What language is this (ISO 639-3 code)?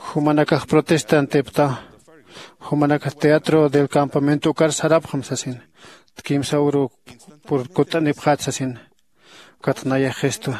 aym